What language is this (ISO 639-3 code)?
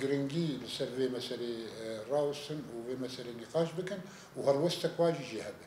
kur